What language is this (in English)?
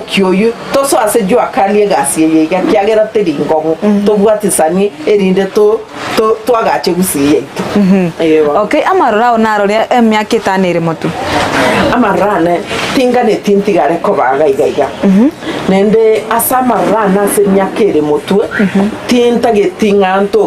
Gusii